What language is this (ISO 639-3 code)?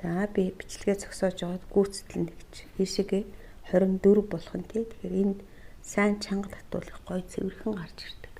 mon